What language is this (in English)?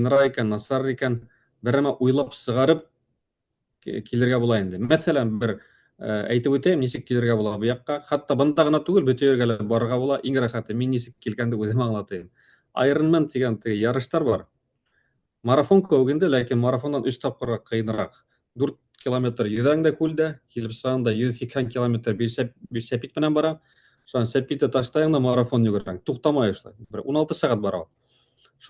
Bashkir